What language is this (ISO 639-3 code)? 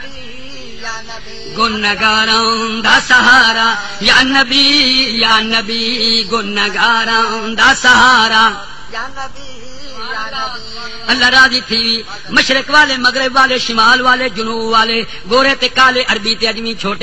skr